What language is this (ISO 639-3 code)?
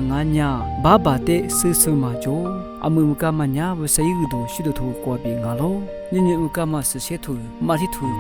lis